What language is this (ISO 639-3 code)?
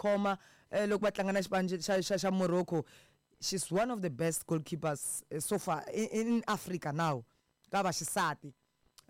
tso